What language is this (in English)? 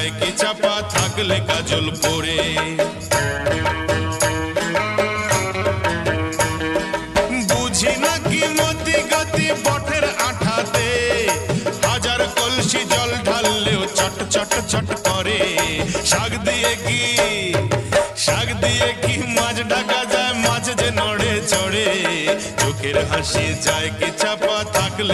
Bangla